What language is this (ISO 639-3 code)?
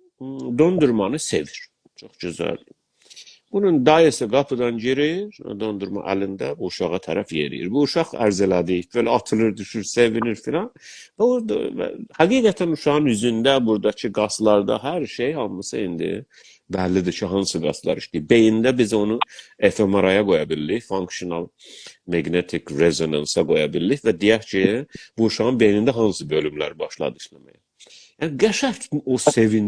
azb